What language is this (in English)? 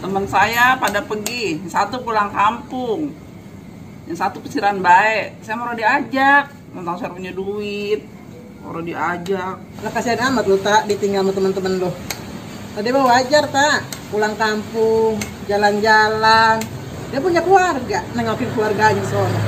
Betawi